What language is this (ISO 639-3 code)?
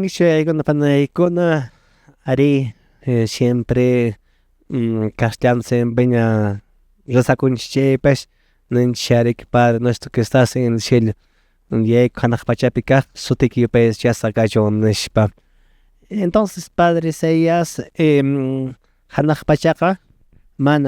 que